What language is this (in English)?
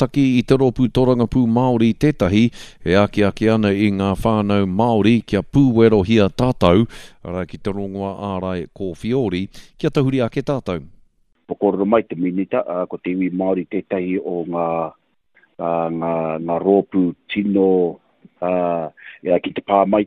Māori